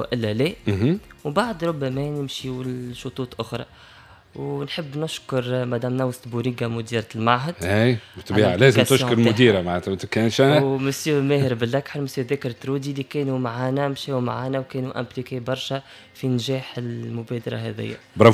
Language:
Tunisian Arabic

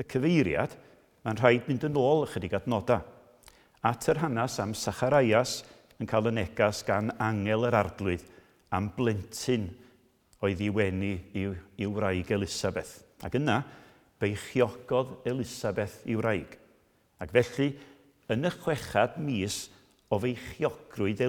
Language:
Welsh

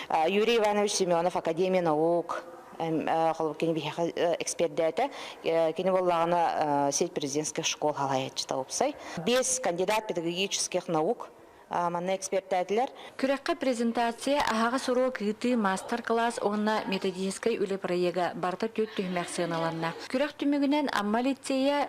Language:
Yakut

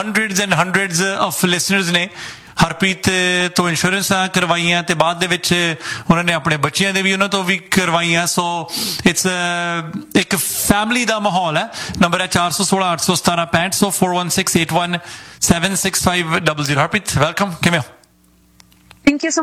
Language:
Punjabi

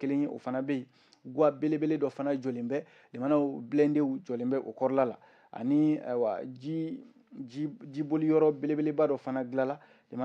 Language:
Bambara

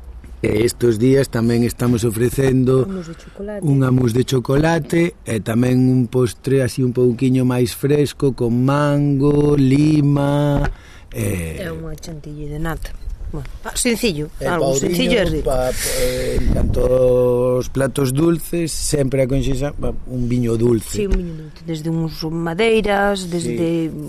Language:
Galician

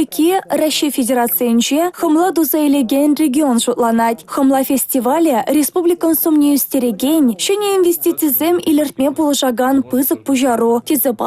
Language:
Chuvash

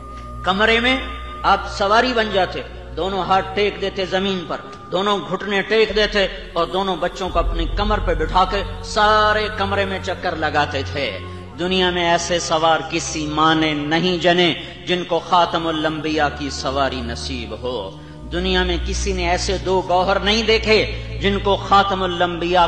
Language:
Urdu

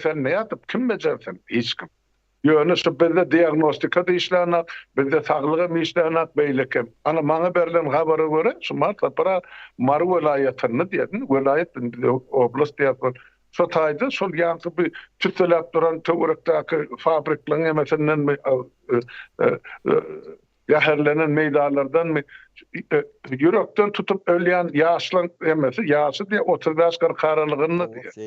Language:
Turkmen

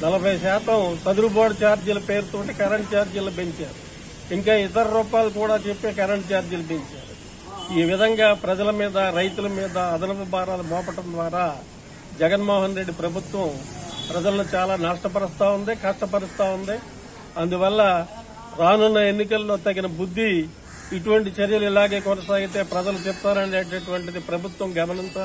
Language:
Telugu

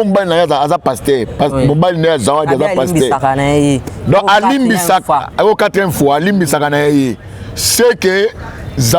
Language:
Lingala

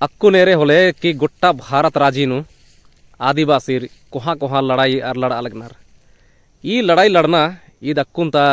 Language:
Kurukh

